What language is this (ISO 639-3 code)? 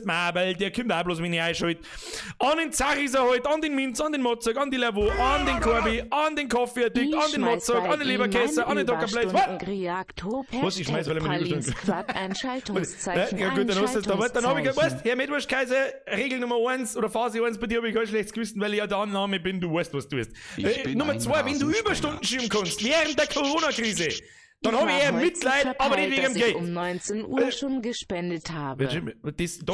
bar